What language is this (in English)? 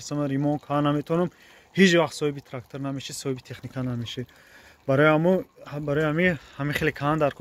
Tajik